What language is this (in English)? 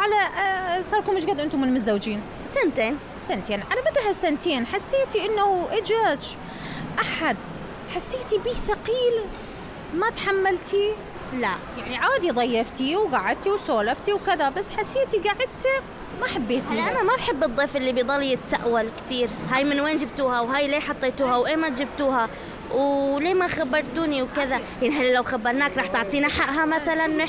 Mesopotamian Arabic